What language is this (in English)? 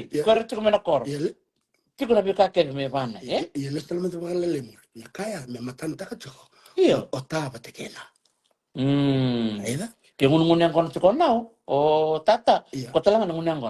Fijian